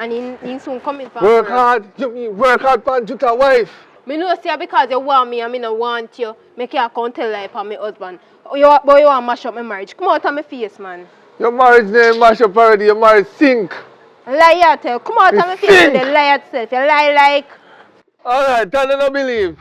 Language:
Jamaican Creole English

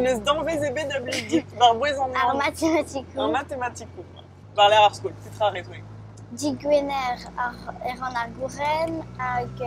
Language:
Breton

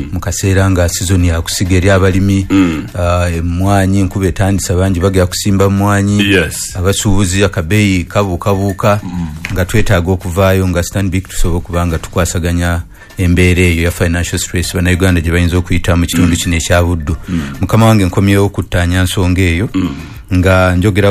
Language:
Ganda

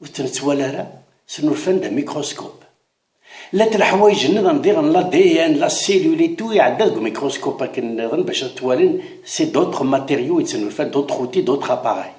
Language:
Kabyle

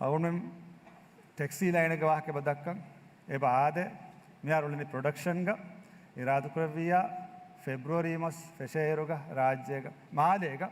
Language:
Divehi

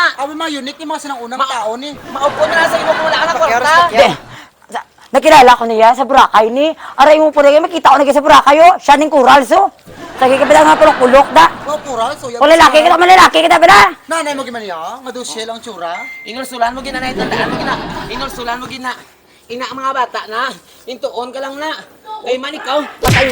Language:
Hiligaynon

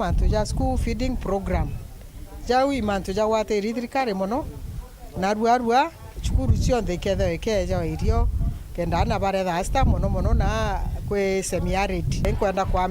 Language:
Meru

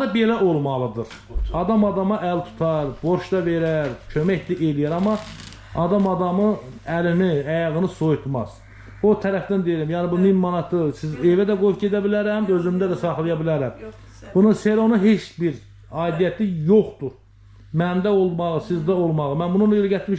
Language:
Azerbaijani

